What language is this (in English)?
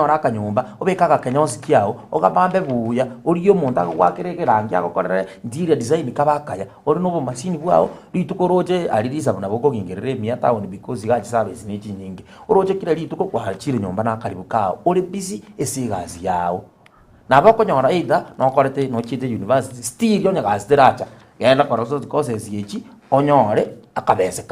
Gusii